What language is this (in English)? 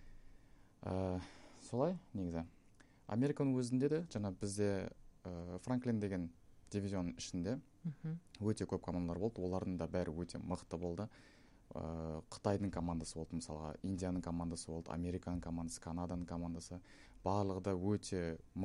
Kazakh